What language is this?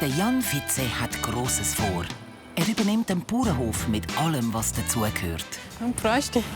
Swiss German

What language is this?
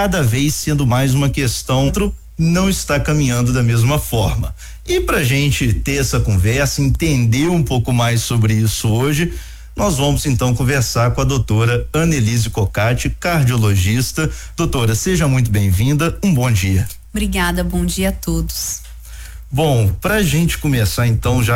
Portuguese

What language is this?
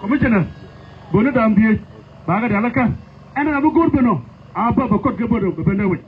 Nuer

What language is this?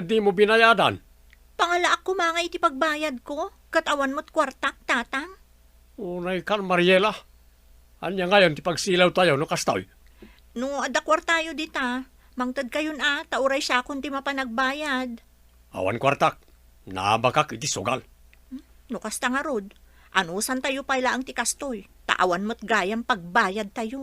Iloko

